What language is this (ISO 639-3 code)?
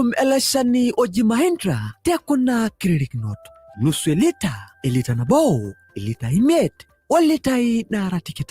mas